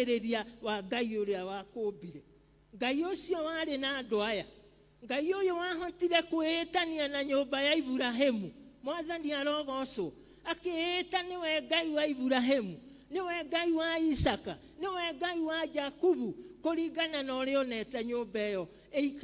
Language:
Kikuyu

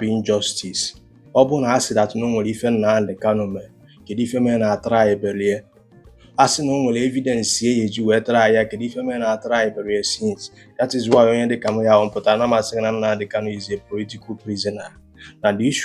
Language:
Igbo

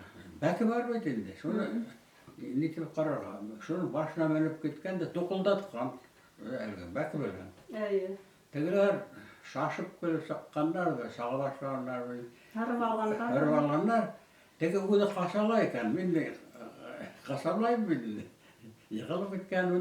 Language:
Bashkir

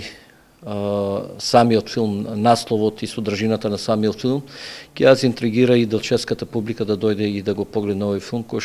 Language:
Macedonian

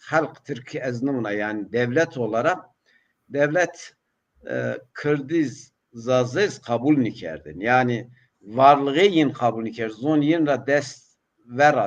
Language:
Zaza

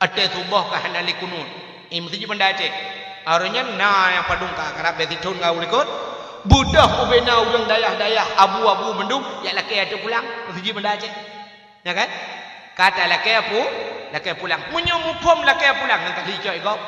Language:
Achinese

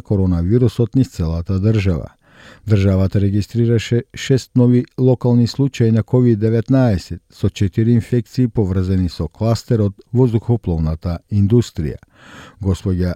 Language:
Macedonian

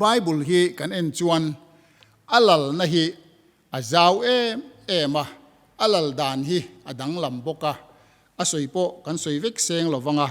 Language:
Mizo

